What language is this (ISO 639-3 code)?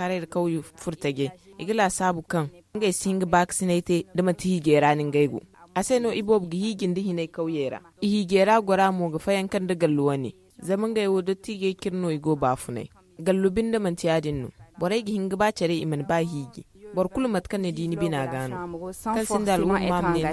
dje